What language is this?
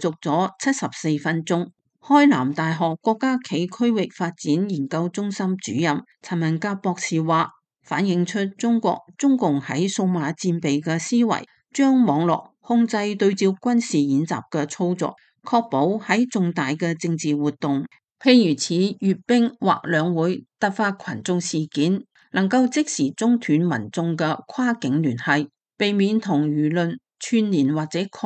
Cantonese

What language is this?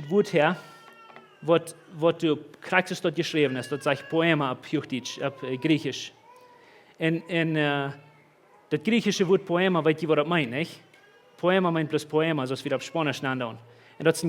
Plautdietsch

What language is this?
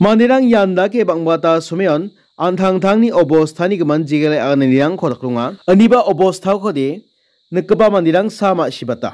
Garo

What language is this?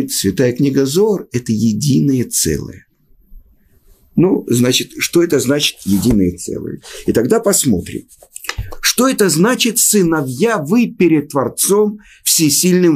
Russian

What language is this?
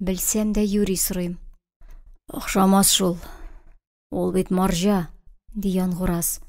Tatar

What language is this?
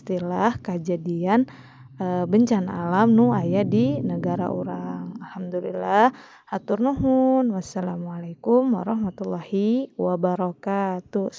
Sundanese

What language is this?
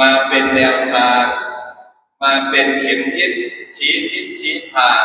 Pali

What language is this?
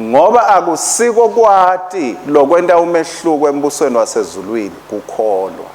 Swati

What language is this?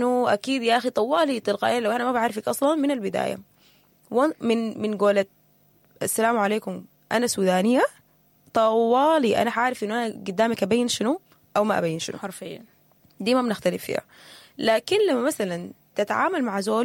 Sudanese Arabic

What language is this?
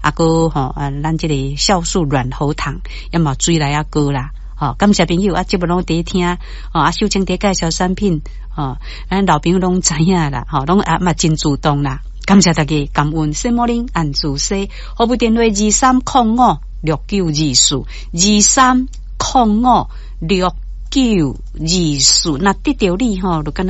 Min Nan Chinese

